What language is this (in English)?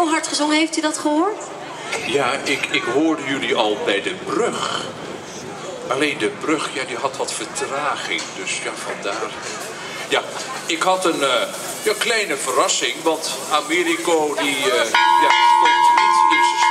Dutch